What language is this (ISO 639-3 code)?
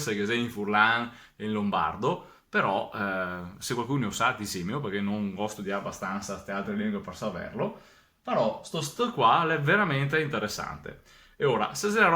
vec